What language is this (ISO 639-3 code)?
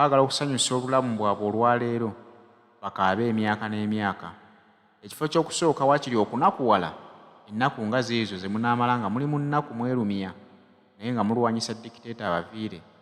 lug